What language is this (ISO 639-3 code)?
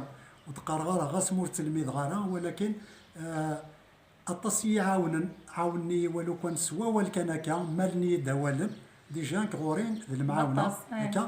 kab